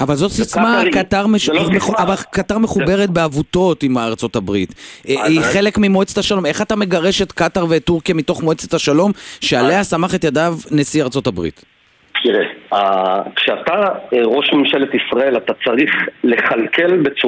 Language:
Hebrew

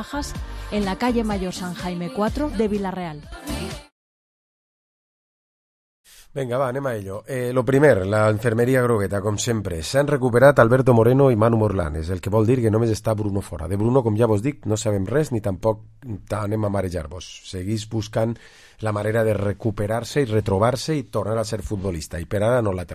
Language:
Catalan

